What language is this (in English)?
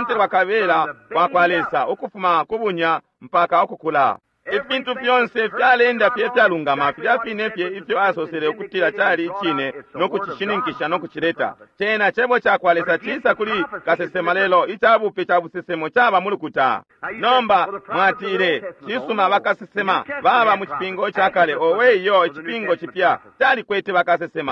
Bemba